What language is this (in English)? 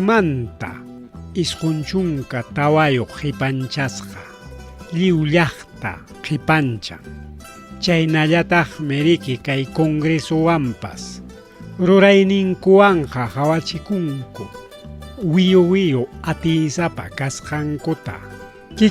Ayacucho Quechua